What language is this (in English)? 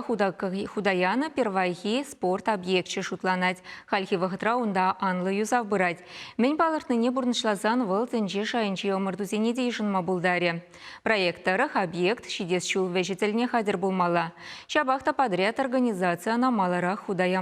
Chuvash